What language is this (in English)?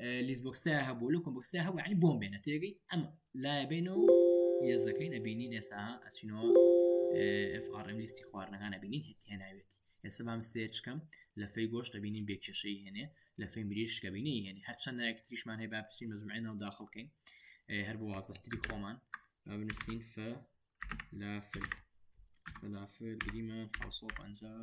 Central Kurdish